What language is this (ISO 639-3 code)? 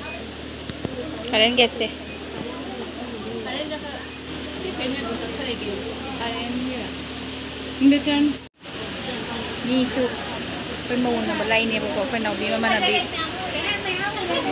msa